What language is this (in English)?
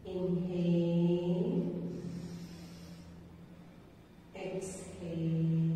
Malayalam